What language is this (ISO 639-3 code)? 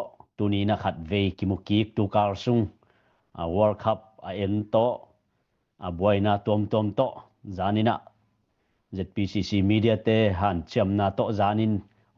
ctd